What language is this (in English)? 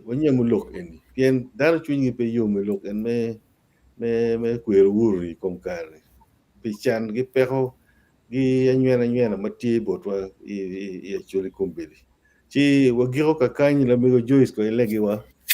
Acoli